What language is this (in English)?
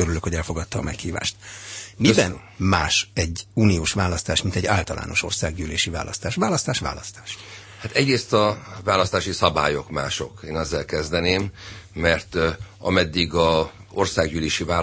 Hungarian